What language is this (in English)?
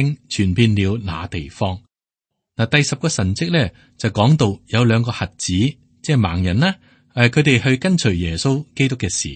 Cantonese